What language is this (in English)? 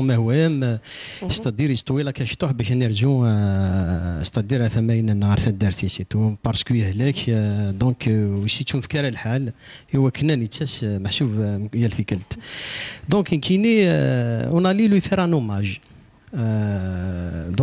Kabyle